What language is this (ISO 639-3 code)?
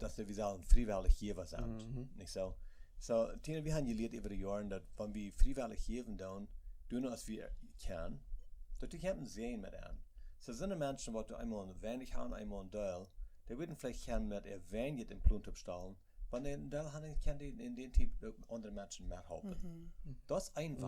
pdt